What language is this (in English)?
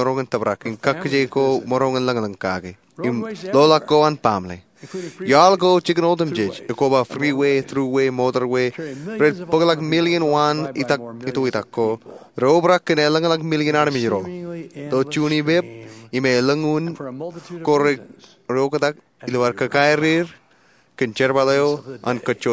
Marshallese